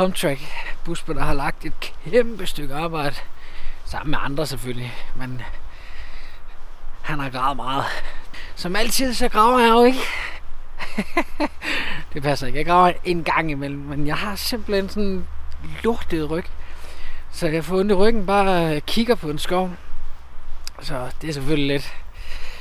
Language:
Danish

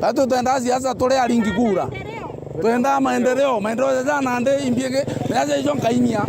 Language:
Meru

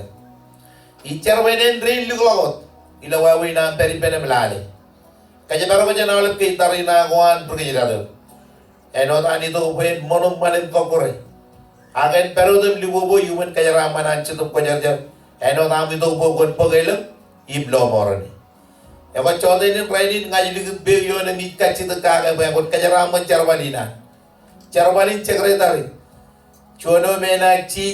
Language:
Marshallese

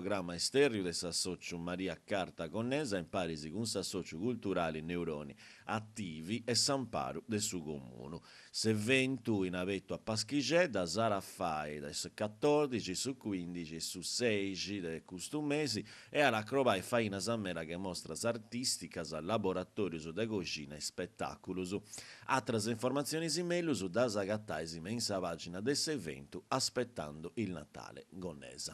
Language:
Sardinian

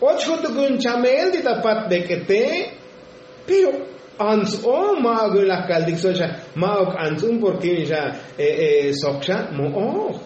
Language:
Tzotzil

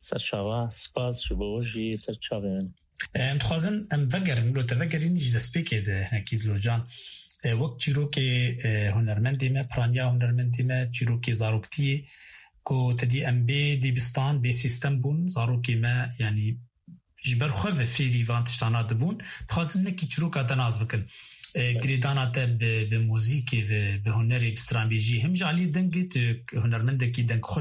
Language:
Kurdish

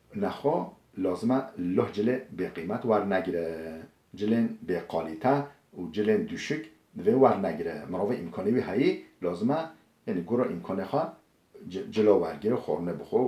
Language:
Kurdish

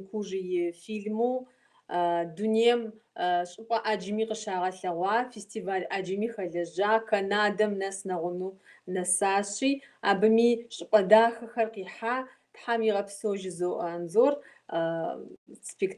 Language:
Kabardian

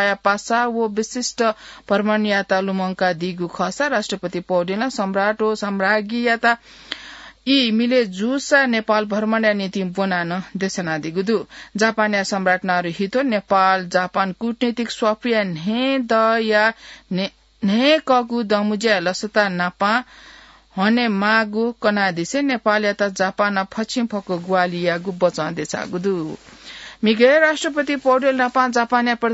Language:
Newari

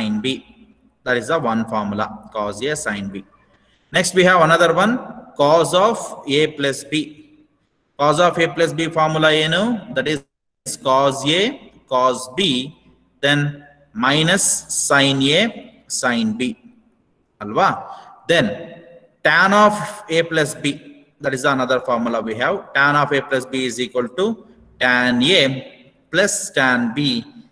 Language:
Kannada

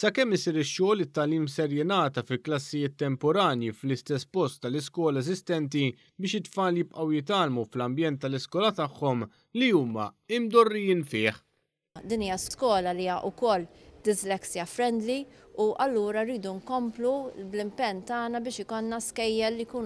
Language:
Maltese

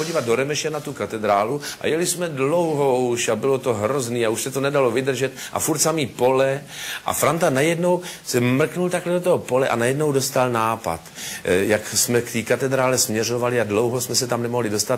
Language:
Czech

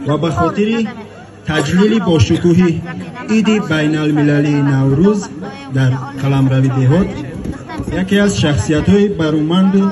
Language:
Tajik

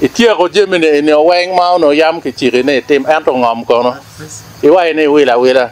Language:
Acoli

